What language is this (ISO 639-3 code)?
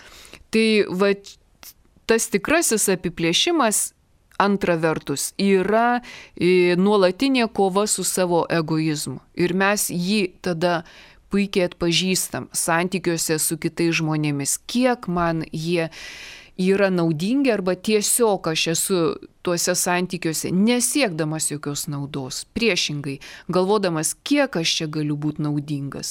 lit